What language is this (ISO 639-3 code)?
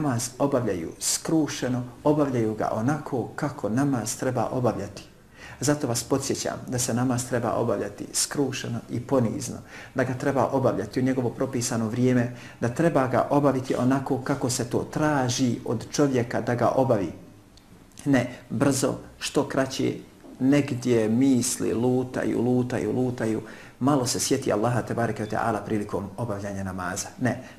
bos